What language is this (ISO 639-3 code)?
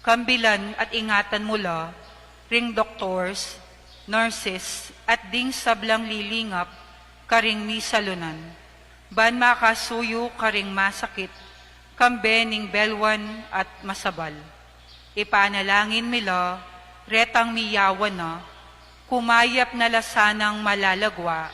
pam